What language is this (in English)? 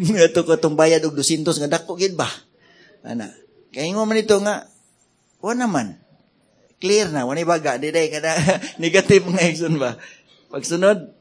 Cebuano